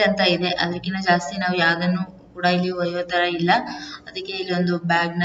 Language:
Kannada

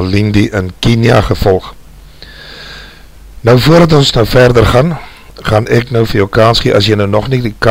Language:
Afrikaans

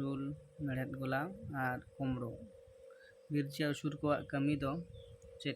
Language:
Santali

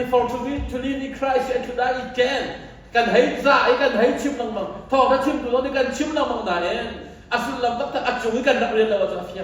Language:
Hakha Chin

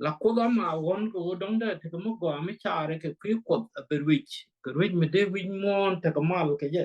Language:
Nuer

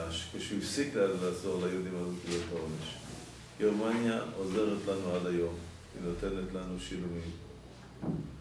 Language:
Hebrew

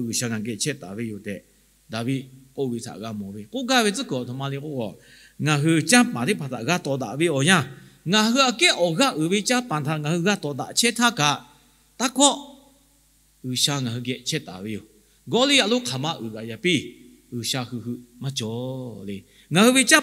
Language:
Lahu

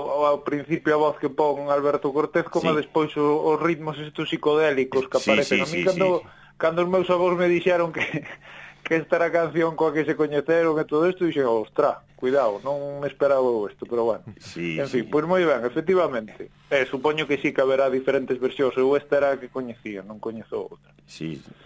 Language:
Galician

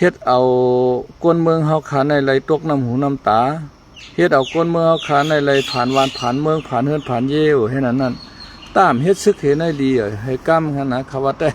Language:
Shan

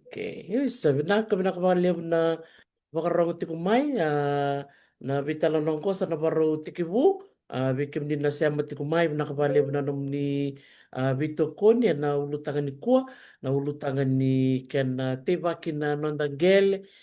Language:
Fijian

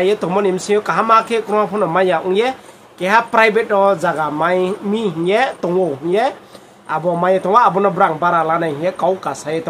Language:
Riang (India)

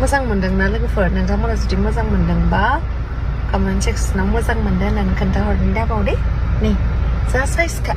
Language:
Bodo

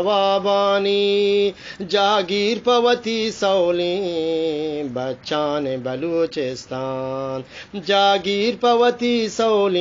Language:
Eastern Balochi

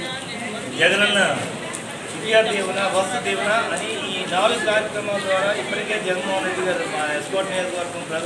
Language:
Telugu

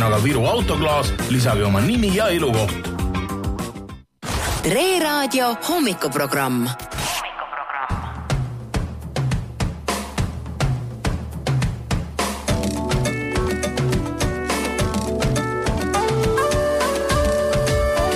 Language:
Estonian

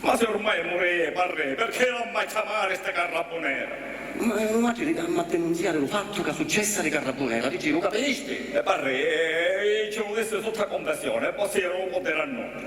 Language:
Sicilian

